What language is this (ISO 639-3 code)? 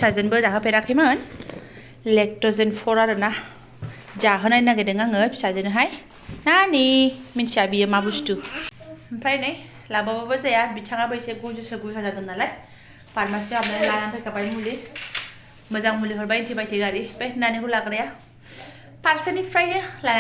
brx